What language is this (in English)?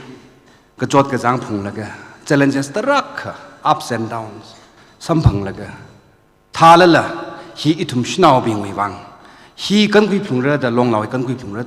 Tangkhul Naga (India)